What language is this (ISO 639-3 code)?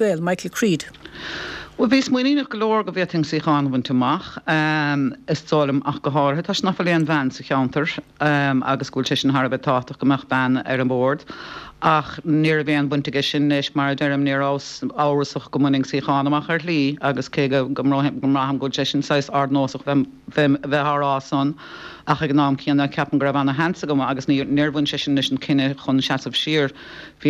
gle